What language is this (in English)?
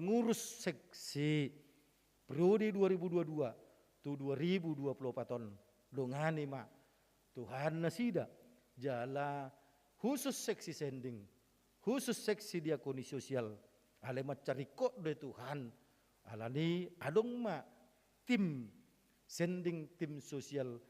Batak Toba